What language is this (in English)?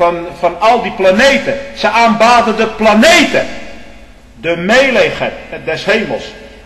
Dutch